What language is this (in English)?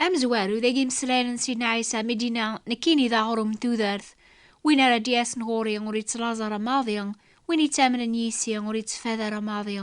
Kabyle